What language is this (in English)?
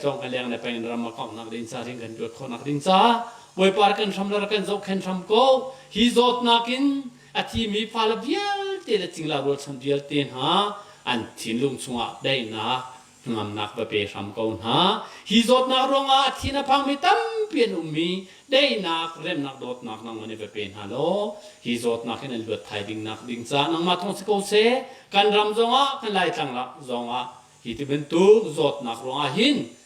Hakha Chin